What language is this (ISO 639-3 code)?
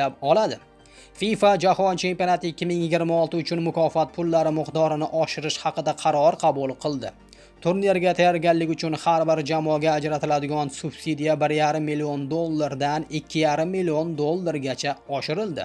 uzb